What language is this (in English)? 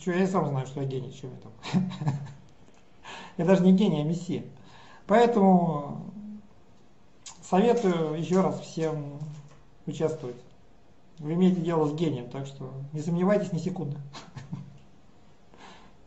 Russian